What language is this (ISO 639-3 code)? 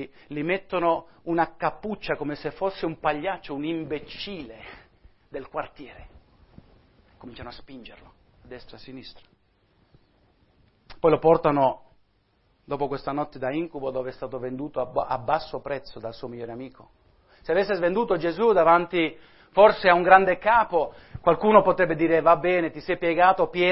ita